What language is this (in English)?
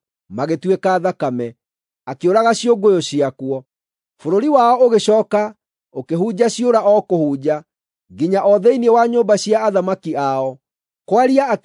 Kikuyu